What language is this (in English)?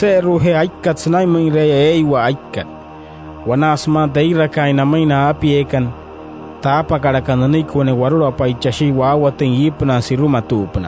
Wayuu